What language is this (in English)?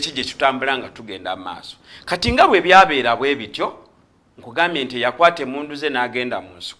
Ganda